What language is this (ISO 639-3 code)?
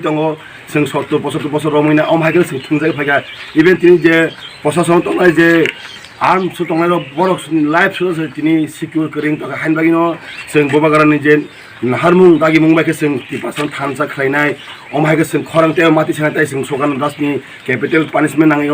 trp